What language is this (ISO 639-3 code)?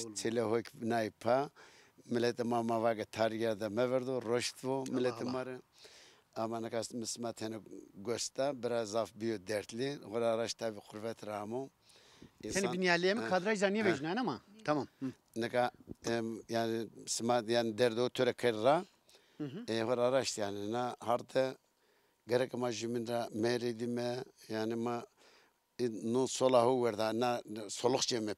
zza